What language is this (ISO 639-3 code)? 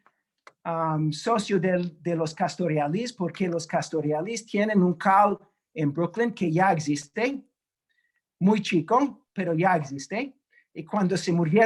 lad